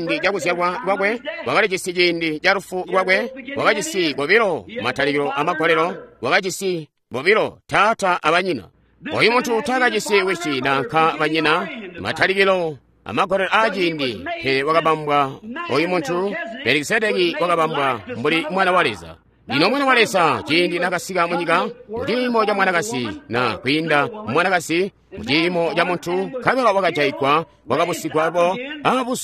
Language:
Tonga (Zambia)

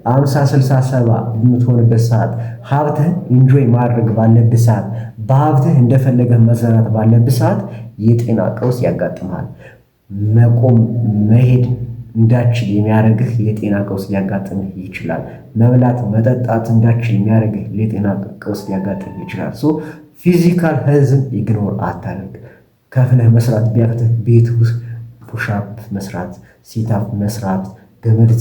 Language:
Amharic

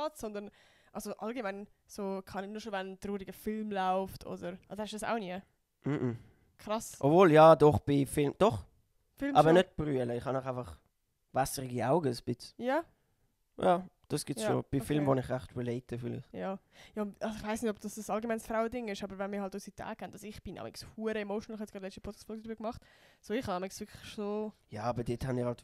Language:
Swiss German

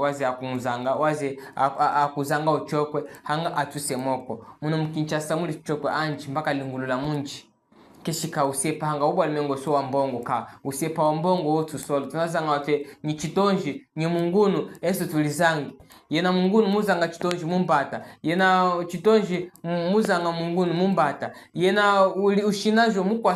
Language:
Chokwe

